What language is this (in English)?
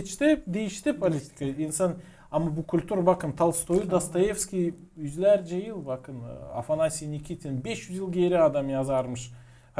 Gagauz